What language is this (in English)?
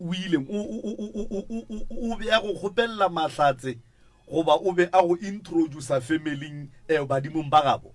Northern Sotho